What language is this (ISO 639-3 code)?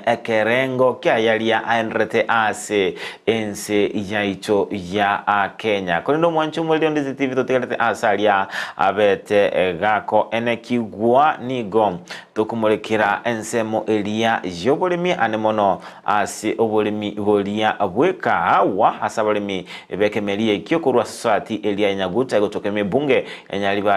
guz